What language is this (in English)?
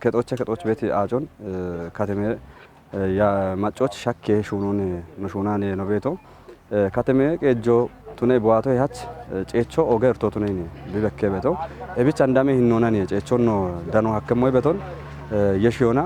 Kafa